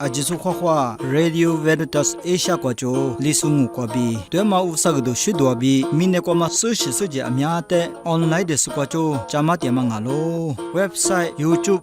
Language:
Lisu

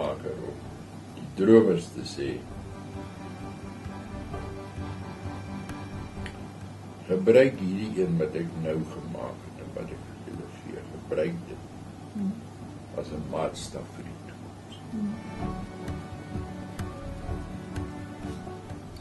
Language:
Afrikaans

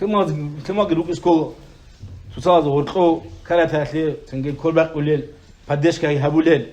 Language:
Avaric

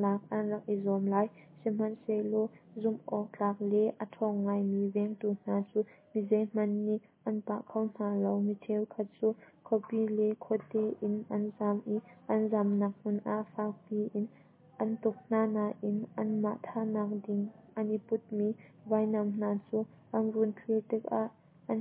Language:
Hakha Chin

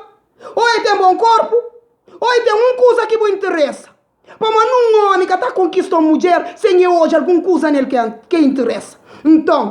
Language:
Kabuverdianu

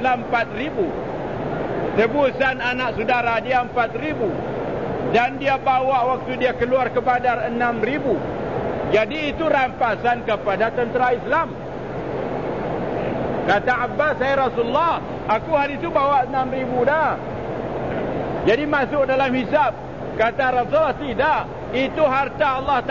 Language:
Malay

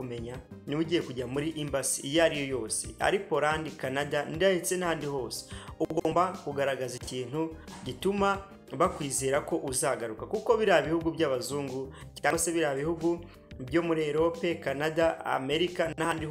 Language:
Kinyarwanda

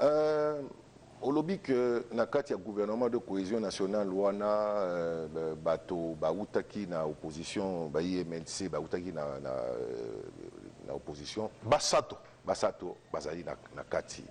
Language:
Lingala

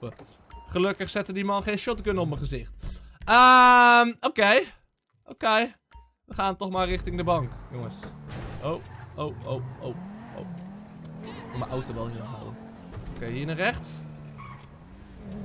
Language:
Dutch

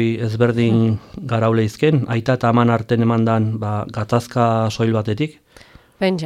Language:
Basque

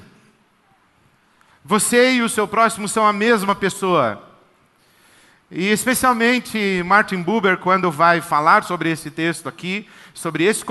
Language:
Portuguese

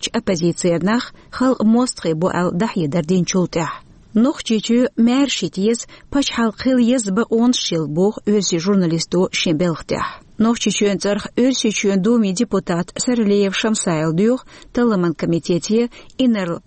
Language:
Chechen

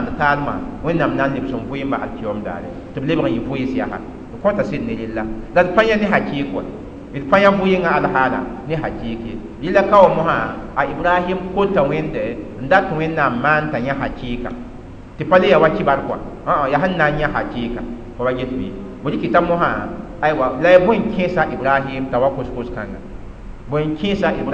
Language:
Mossi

